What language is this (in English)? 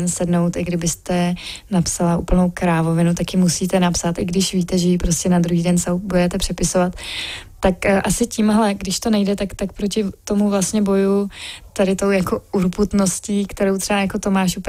Czech